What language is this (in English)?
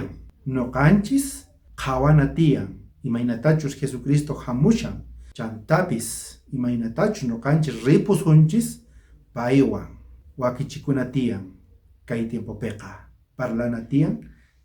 South Bolivian Quechua